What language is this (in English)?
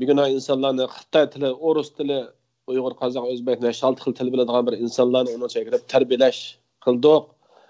Uyghur